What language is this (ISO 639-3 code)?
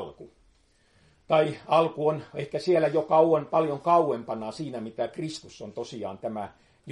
fin